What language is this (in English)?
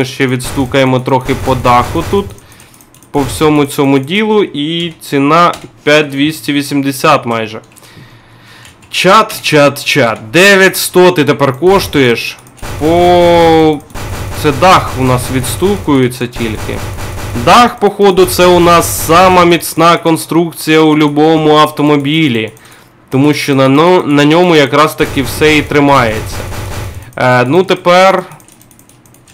Ukrainian